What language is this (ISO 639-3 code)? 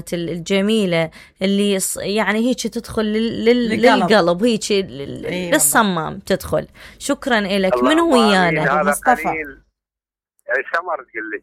acm